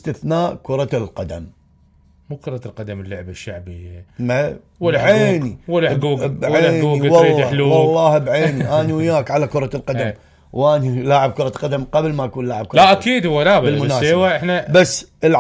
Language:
Mesopotamian Arabic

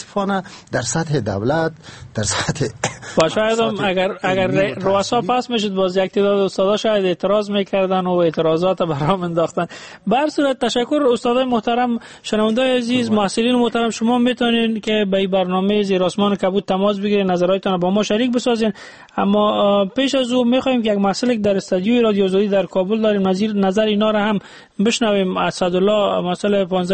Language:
Persian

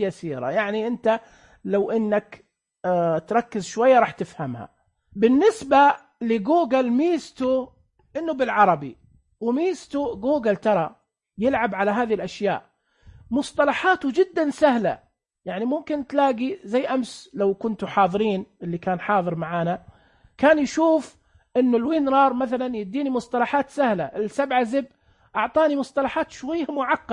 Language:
Najdi Arabic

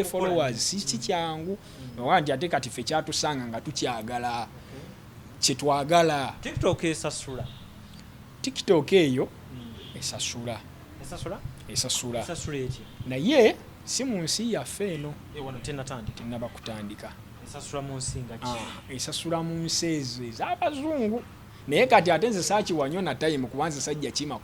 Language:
Ganda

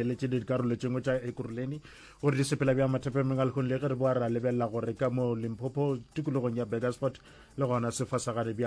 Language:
Northern Sotho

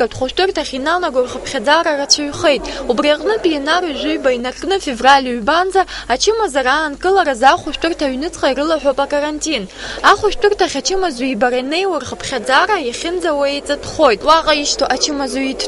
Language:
Abkhazian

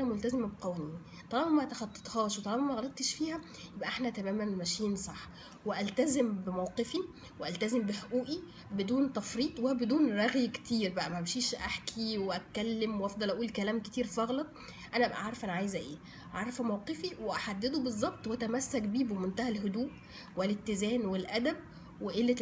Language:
Egyptian Arabic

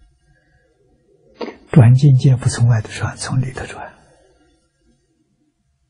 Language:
Chinese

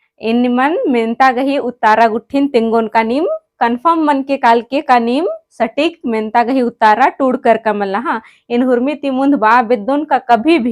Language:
Kurukh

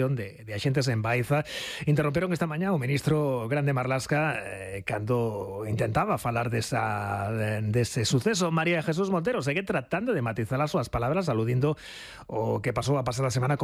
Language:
Galician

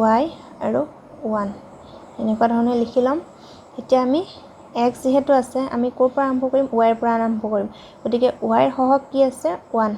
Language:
Assamese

